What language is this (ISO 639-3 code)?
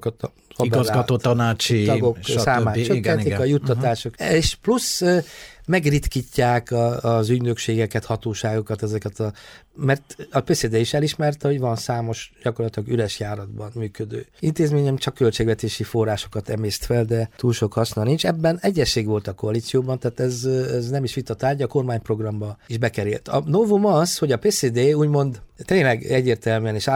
hun